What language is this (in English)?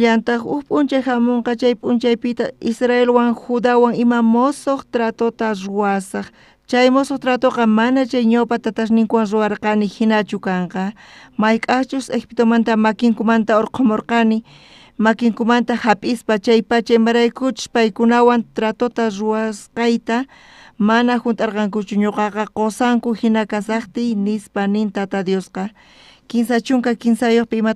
South Bolivian Quechua